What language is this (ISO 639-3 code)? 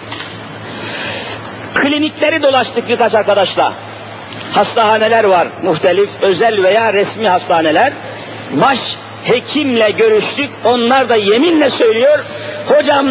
tur